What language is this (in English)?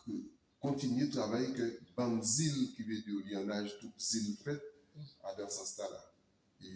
Guadeloupean Creole French